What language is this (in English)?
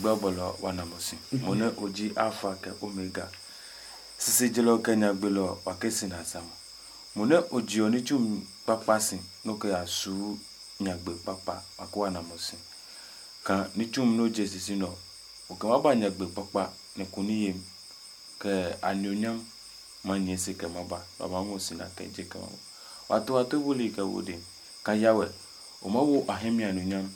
Adangme